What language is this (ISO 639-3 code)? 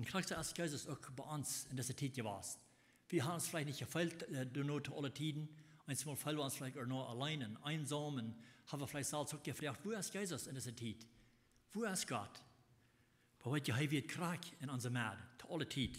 pdt